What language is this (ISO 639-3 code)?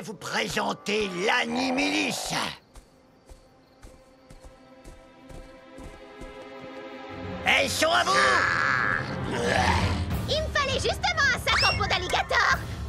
fra